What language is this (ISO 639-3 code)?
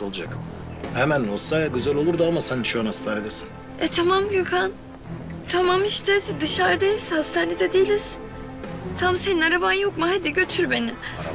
tur